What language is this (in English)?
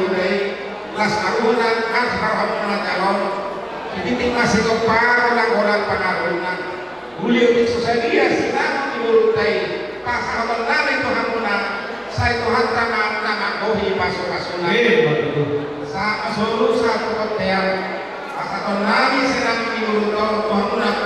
Batak Toba